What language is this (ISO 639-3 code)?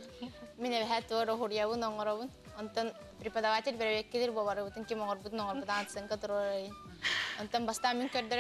sah